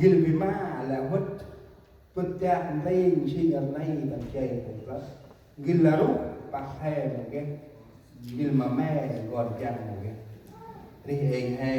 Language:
Central Mnong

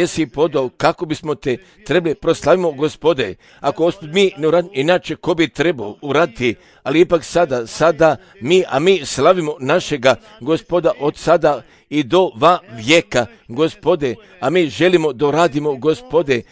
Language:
Croatian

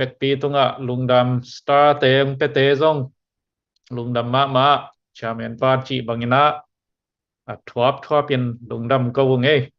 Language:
Tedim Chin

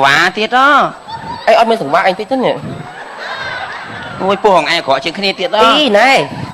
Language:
Khmer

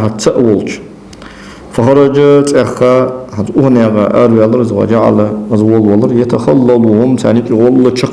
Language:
Ingush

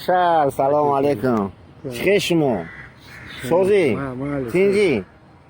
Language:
Tajik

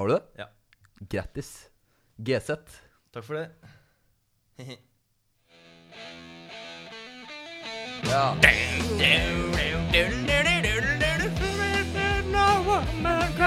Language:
Norwegian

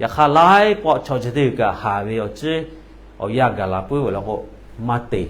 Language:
Lahu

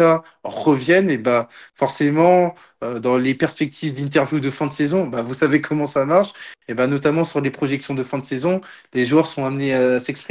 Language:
French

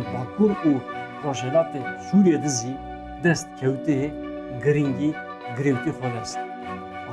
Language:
Zaza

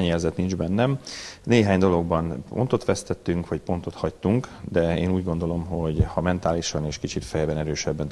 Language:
Hungarian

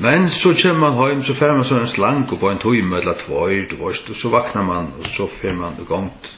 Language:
Faroese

